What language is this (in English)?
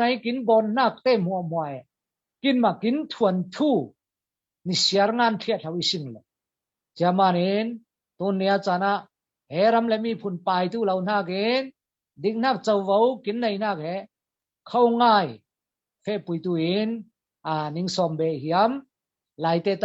Falam Chin